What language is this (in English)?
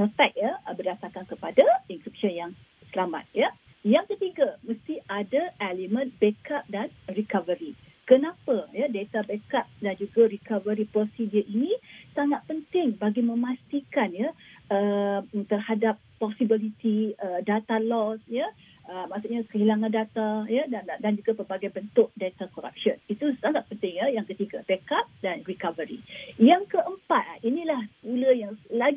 Malay